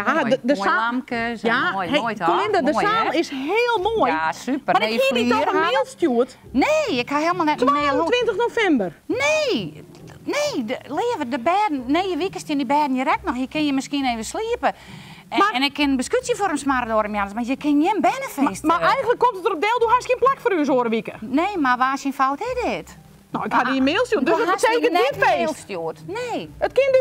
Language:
Western Frisian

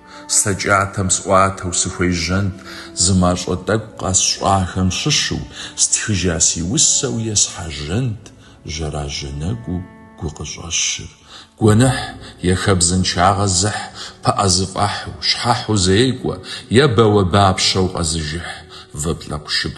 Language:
Kabardian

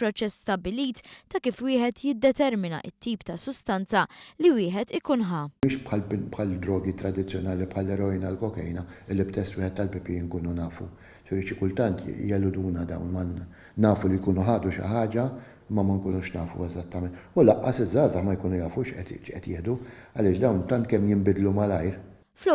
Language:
Maltese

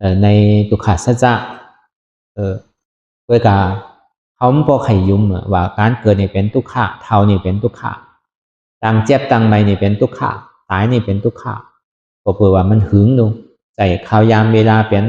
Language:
Shan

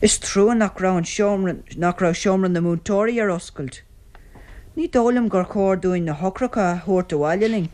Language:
Irish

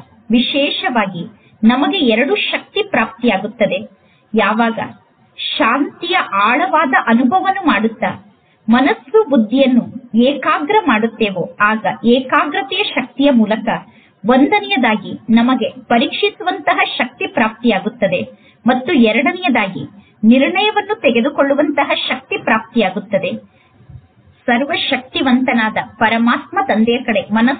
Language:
Kannada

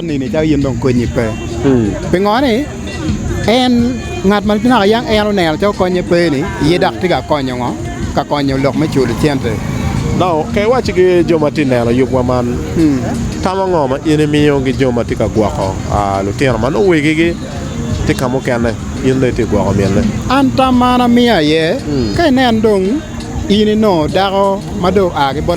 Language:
Acoli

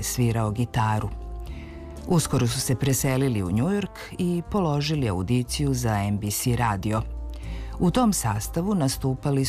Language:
Serbian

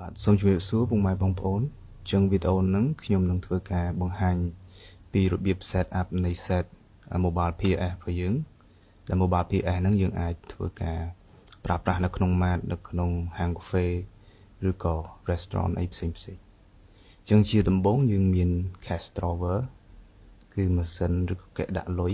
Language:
Khmer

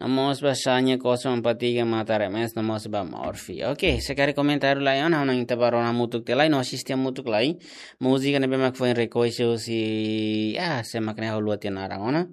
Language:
Tetum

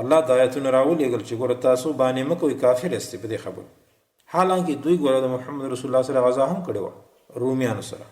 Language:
Pashto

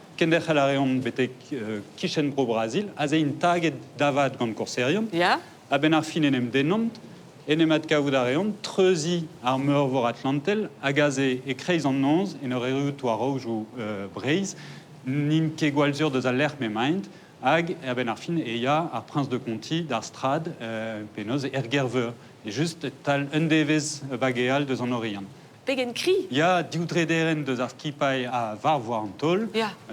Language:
Breton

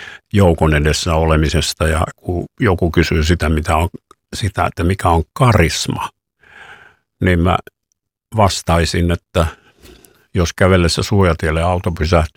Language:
Finnish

